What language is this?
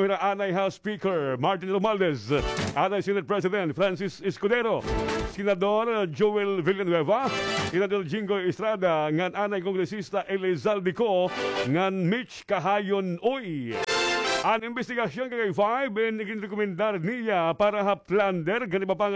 Waray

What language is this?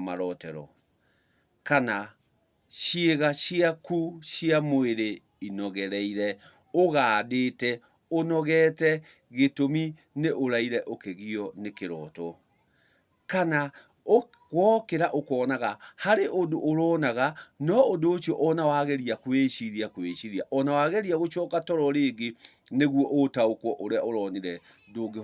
Kikuyu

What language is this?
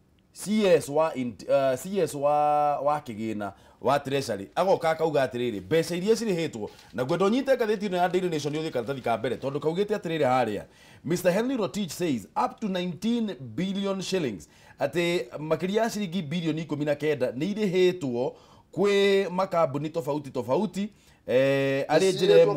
Kikuyu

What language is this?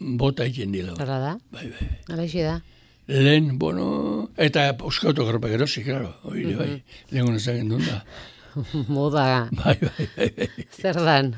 Basque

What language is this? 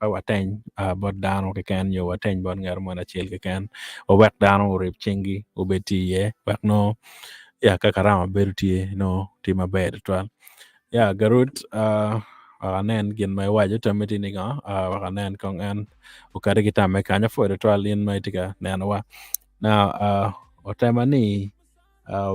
Acoli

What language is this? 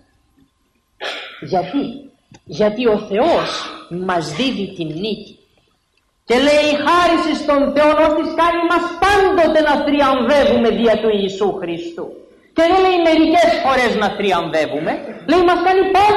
Greek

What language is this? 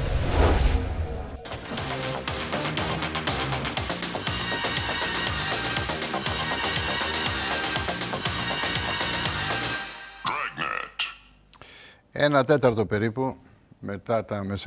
Greek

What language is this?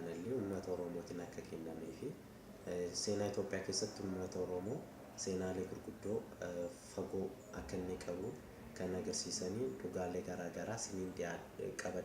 Oromo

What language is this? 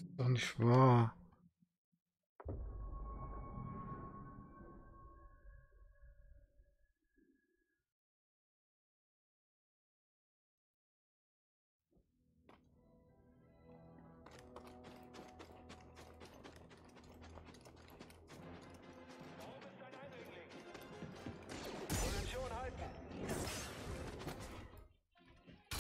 German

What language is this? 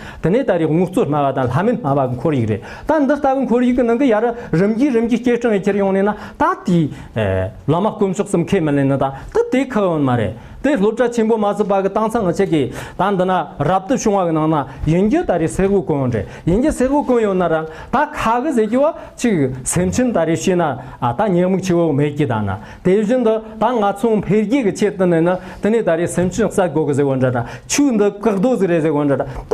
Tibetan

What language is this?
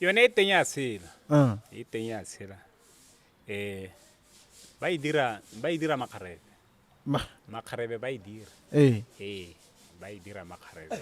Tswana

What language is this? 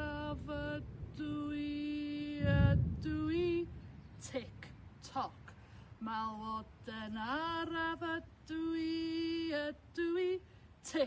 Welsh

